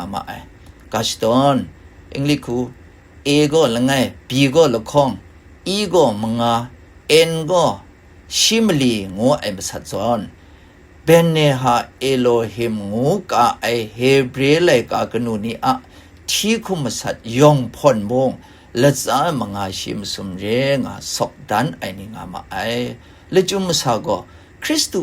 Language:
Kachin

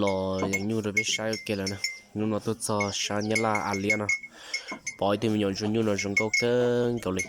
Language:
Hmong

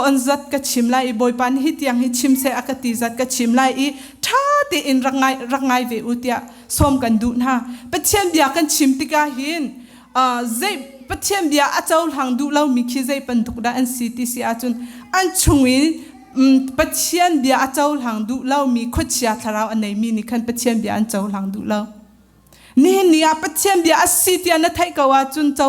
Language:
Hakha Chin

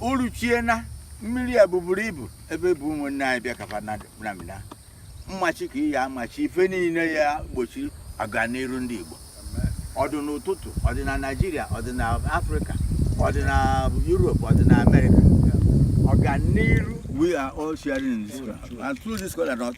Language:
Igbo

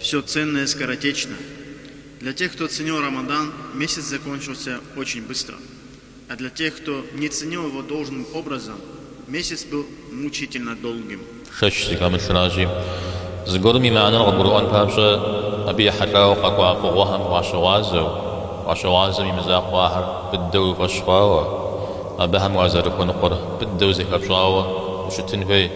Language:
Kabardian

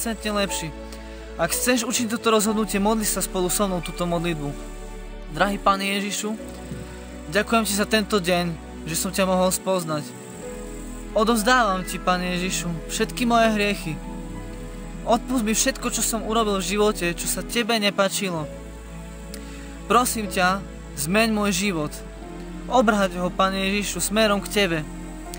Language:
Slovak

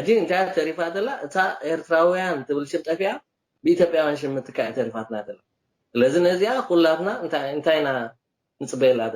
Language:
Tigrinya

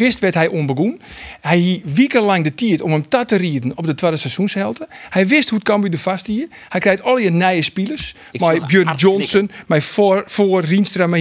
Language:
Western Frisian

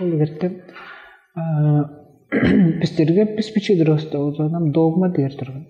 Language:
Tuvinian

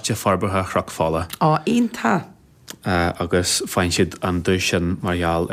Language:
Irish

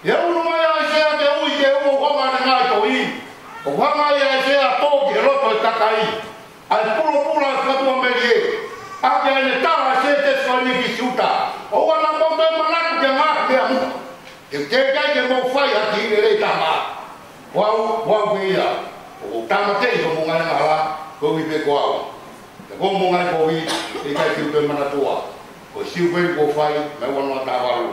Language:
Tongan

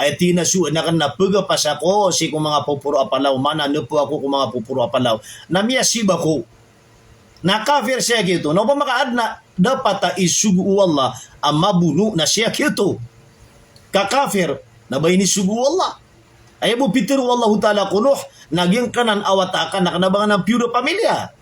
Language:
Maranao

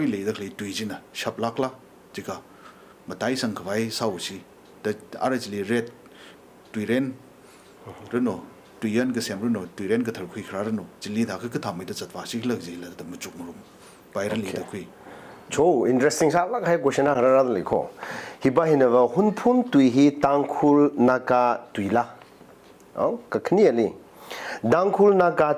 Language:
Tangkhul Naga (India)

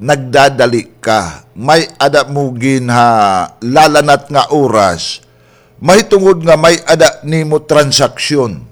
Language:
Waray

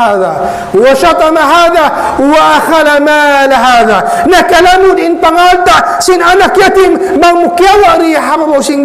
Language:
Tausug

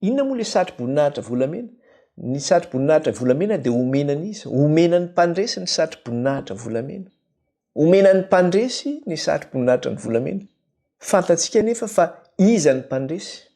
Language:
Malagasy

